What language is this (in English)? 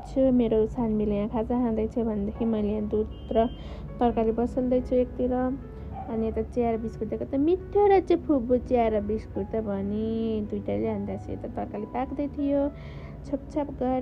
Nepali